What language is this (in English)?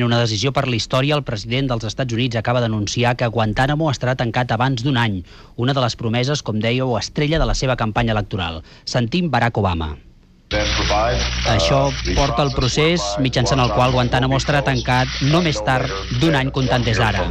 Catalan